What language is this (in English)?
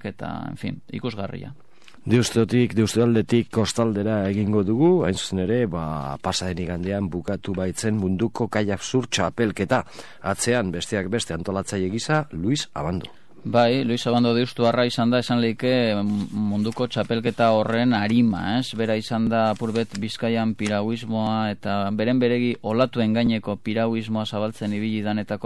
Basque